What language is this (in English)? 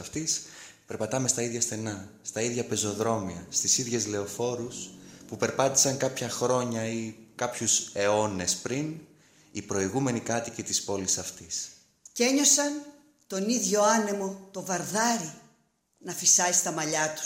Greek